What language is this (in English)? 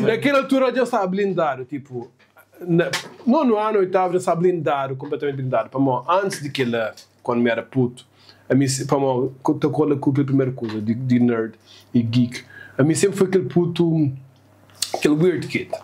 Kabuverdianu